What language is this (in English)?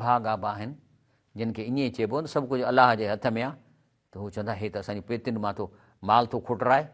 Sindhi